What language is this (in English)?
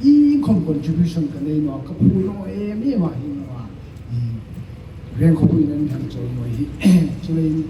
Hmar